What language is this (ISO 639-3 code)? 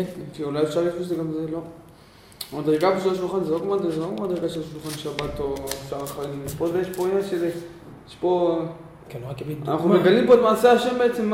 heb